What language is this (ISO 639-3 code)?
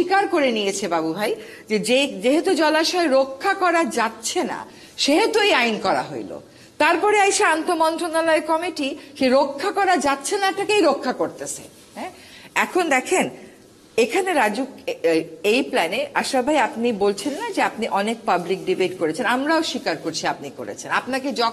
ben